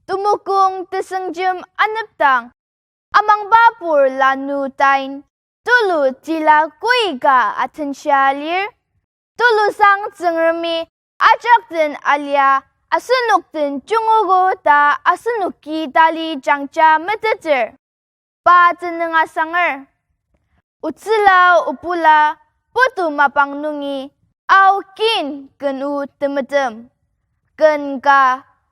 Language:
Ao Naga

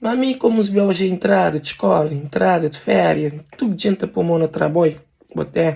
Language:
Kabuverdianu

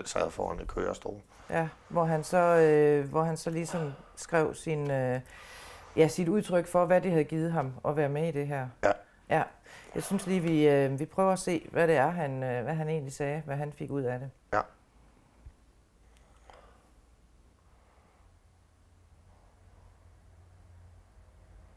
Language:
Danish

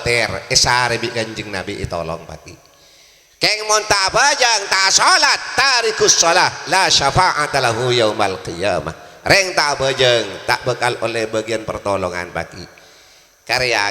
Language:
Madurese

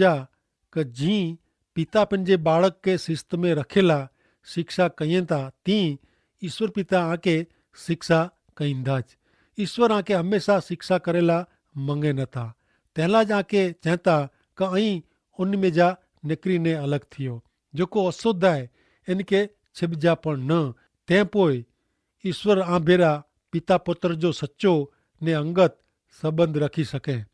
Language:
Kachhi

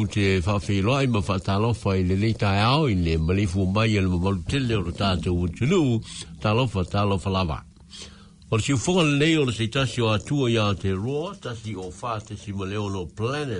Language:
Samoan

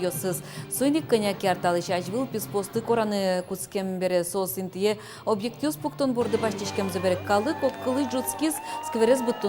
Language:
Udmurt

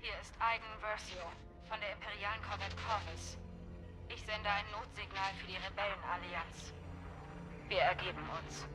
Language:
Swiss German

